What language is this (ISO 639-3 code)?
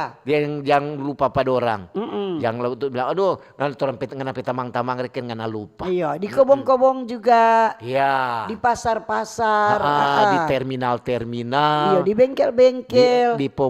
xmm